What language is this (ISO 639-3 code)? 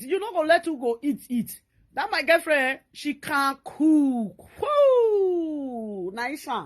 pcm